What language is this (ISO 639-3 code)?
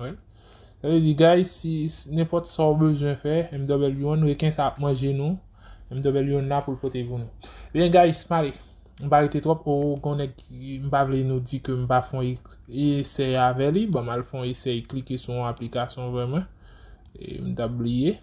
hat